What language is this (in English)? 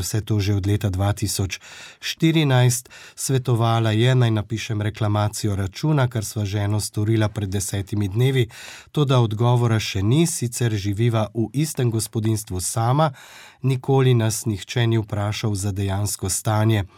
Slovenian